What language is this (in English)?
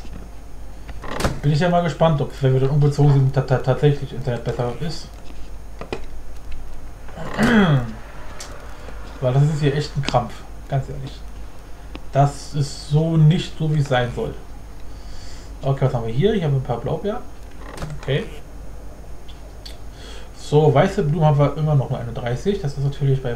German